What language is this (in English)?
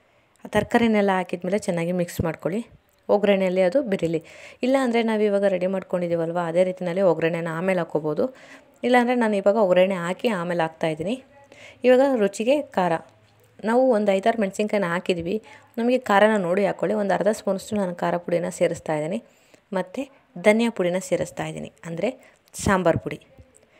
Kannada